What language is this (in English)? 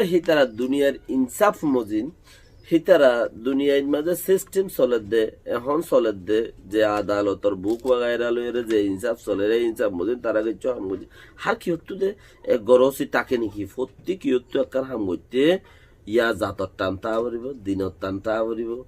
Rohingya